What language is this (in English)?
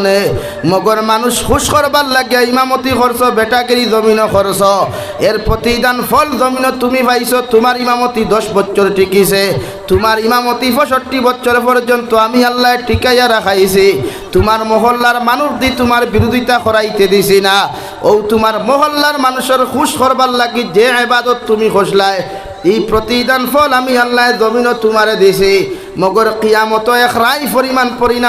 Sylheti